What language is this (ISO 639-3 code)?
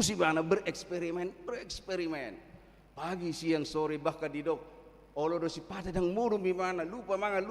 bbc